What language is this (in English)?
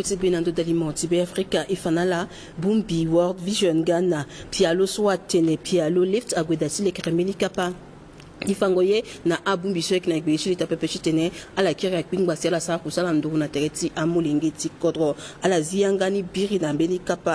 Sango